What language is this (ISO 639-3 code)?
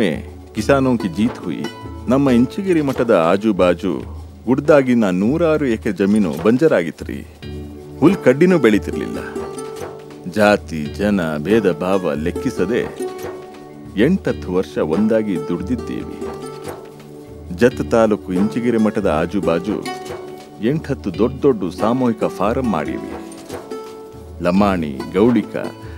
kan